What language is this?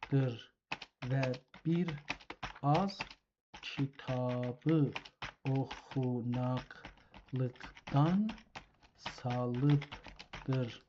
South Azerbaijani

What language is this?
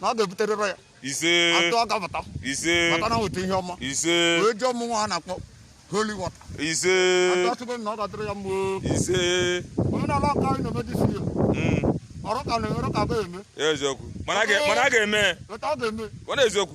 Igbo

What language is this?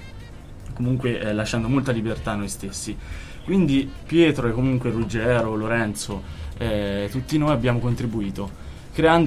Italian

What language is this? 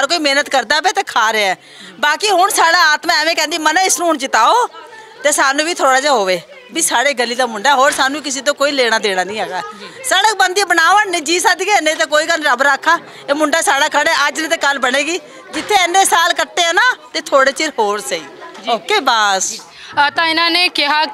Punjabi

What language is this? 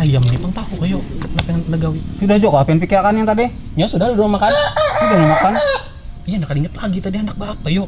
Banjar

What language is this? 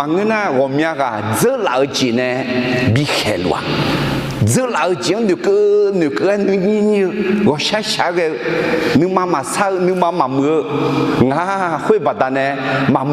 Akha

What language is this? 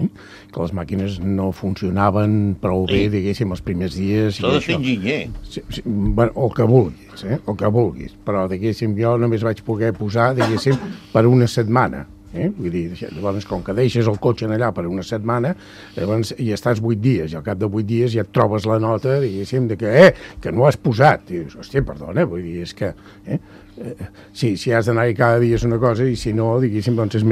Catalan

